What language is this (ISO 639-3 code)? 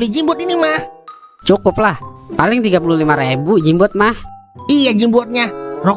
bew